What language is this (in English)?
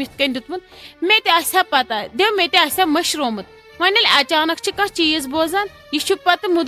Kashmiri